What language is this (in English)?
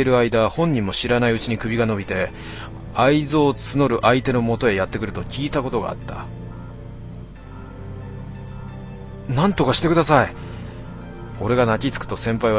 Japanese